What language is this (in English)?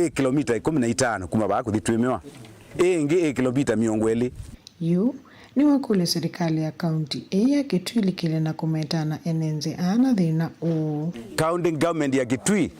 Kamba